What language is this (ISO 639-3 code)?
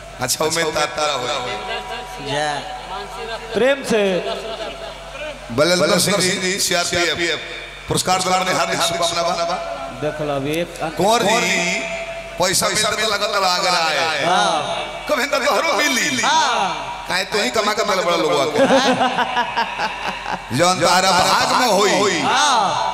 bho